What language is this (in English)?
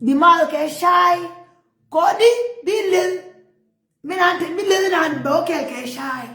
Nuer